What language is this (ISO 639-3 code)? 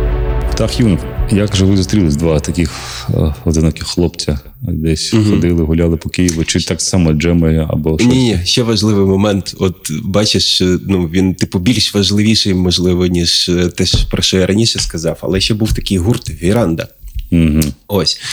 ukr